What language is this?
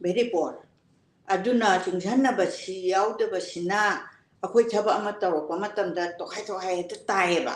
Manipuri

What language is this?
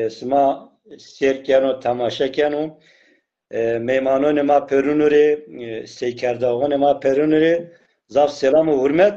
Zaza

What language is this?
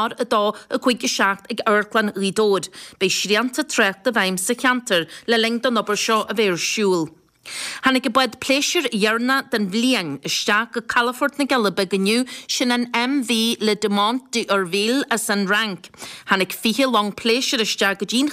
Irish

